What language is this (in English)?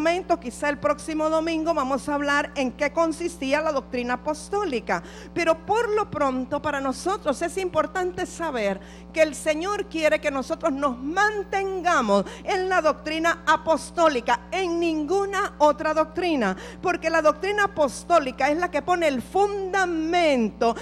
Spanish